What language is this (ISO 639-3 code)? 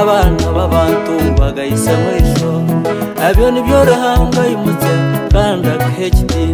kin